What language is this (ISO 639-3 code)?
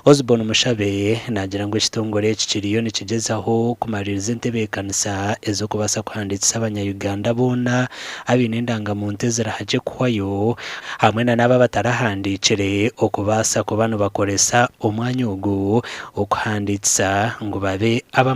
nyn